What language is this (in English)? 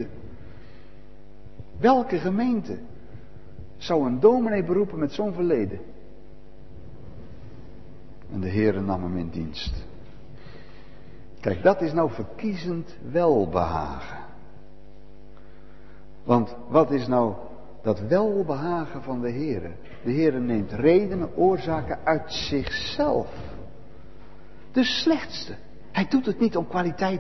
Dutch